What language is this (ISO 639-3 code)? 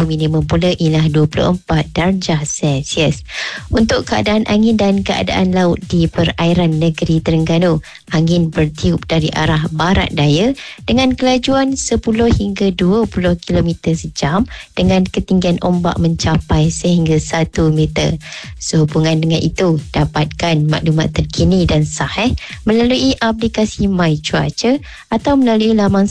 msa